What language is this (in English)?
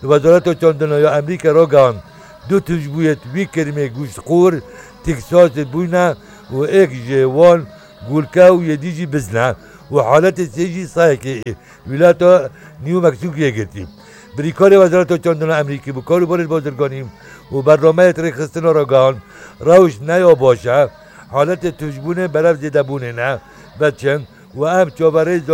Kurdish